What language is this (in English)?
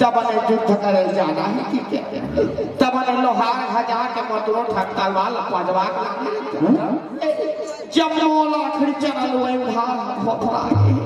Chhattisgarhi